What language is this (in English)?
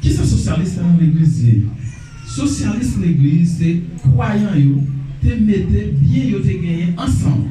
Haitian Creole